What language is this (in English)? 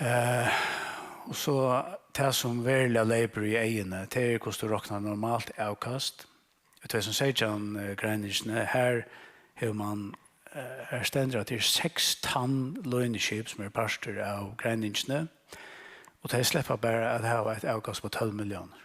Faroese